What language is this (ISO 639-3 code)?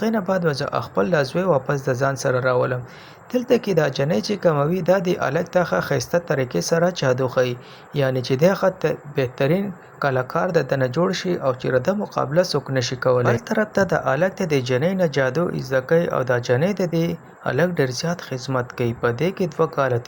pus